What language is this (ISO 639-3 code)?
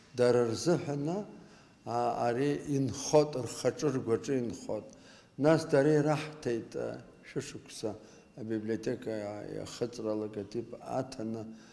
abk